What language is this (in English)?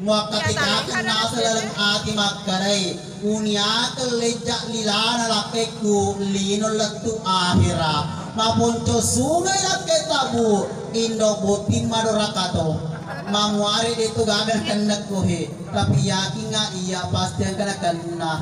Buginese